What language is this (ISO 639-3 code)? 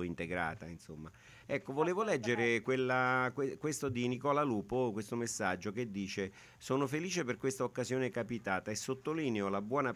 ita